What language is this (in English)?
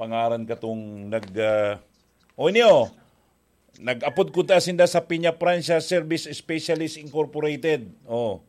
Bikol